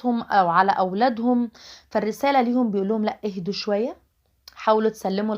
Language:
Egyptian Arabic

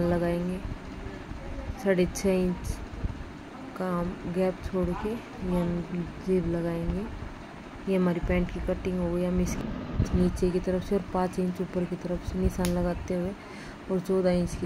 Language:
Hindi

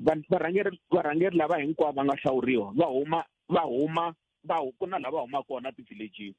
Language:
Tsonga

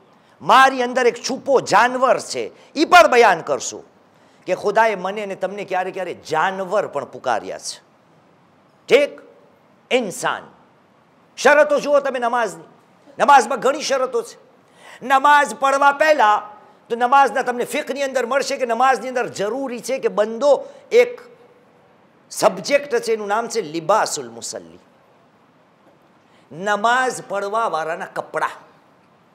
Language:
Gujarati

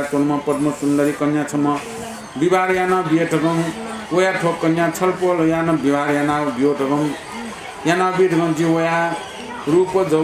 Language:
Newari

